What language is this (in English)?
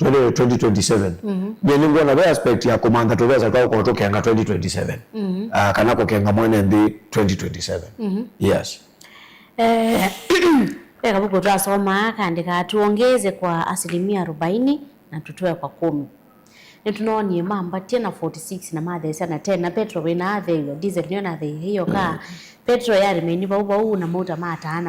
Kamba